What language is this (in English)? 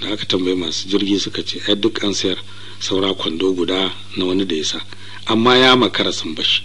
Hausa